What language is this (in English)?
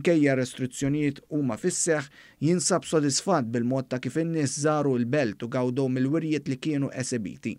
Maltese